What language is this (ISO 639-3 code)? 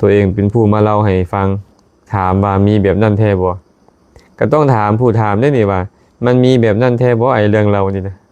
lao